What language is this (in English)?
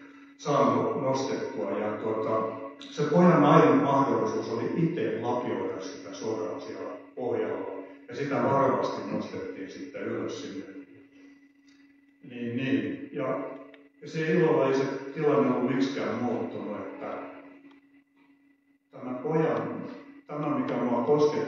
Finnish